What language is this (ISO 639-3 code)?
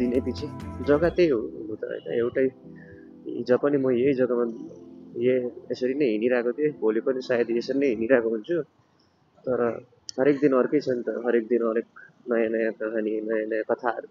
nep